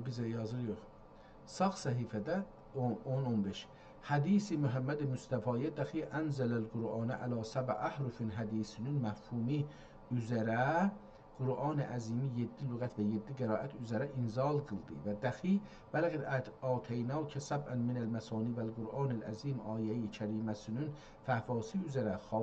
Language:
South Azerbaijani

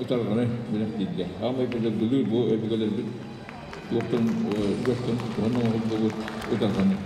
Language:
Yakut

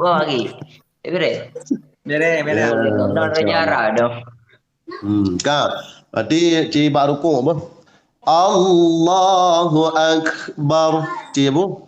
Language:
Achinese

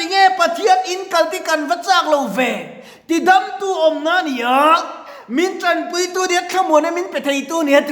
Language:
Mizo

